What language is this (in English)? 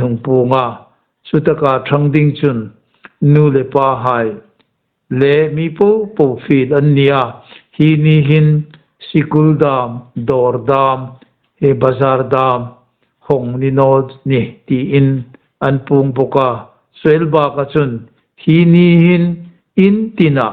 Hmar